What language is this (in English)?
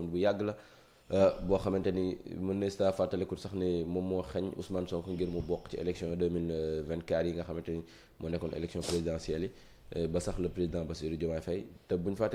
Wolof